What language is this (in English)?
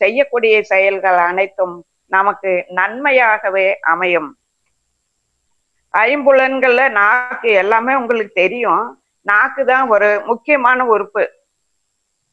Tamil